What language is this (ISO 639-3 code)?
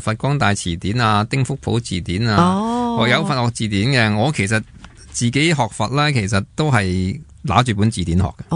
yue